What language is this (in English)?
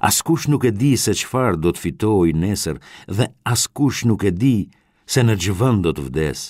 Albanian